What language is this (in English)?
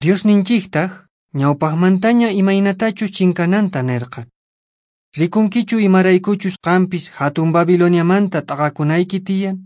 Quechua